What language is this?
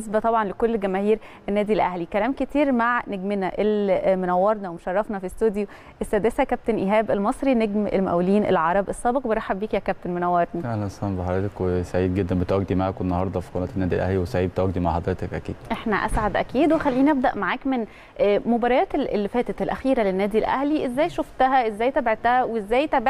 Egyptian Arabic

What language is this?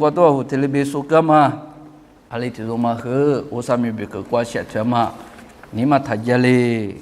Lisu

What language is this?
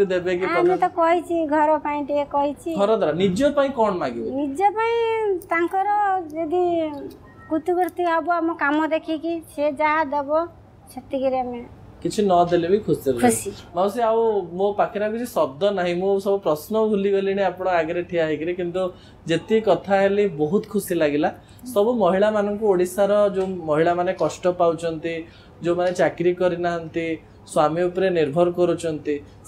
Odia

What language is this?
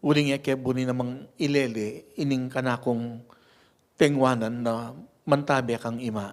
Pampanga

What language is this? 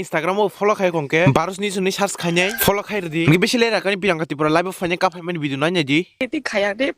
Kok Borok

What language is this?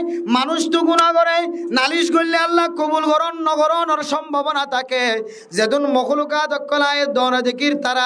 Rohingya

